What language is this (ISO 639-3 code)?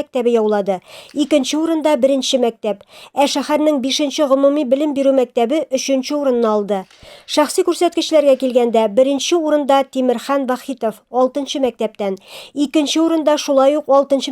tat